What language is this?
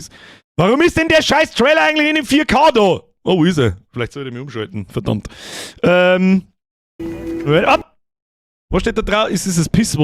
Bavarian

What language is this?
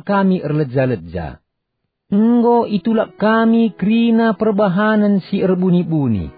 Batak Karo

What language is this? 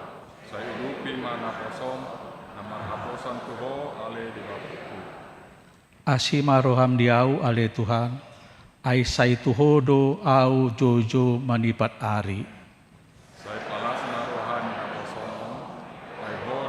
Batak Toba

